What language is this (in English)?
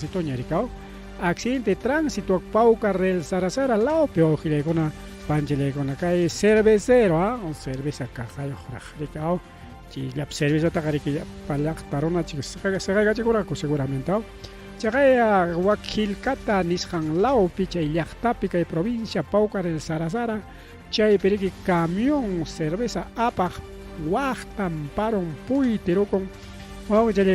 Ayacucho Quechua